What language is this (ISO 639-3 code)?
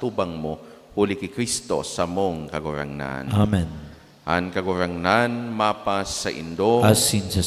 bik